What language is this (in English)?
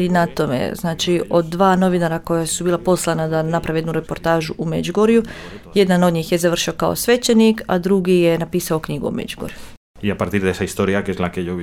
Serbian